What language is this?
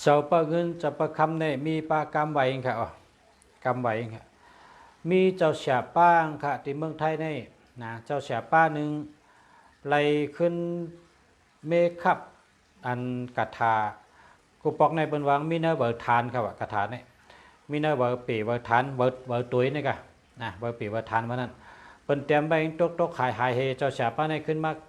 Shan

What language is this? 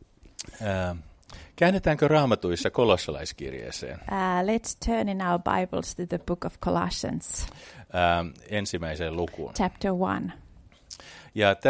Finnish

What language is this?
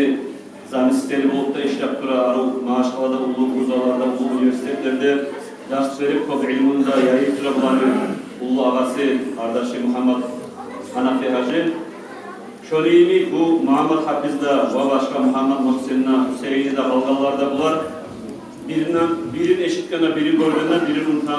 Kumyk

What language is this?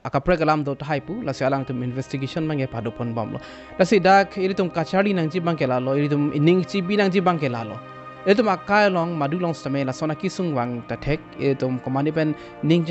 Karbi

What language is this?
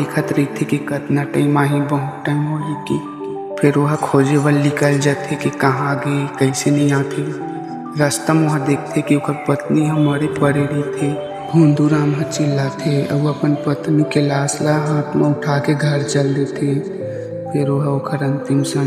Chhattisgarhi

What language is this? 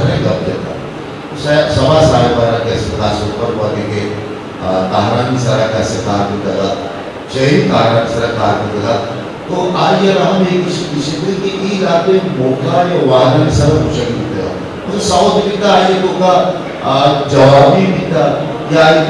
Eastern Balochi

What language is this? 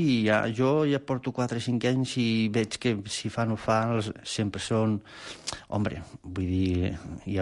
Catalan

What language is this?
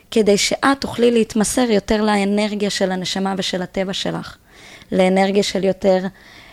Hebrew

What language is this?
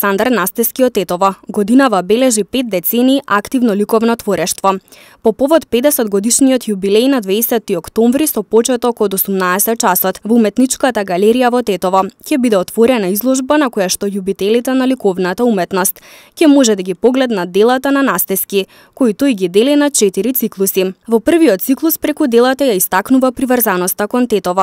Macedonian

